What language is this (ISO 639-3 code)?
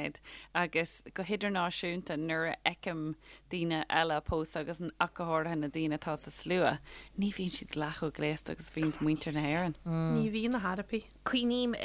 gle